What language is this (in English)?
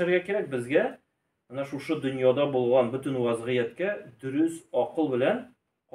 Tatar